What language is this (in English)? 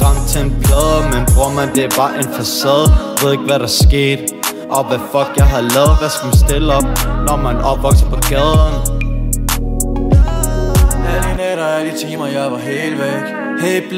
Danish